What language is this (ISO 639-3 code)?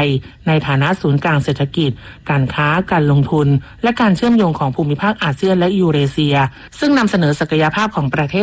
tha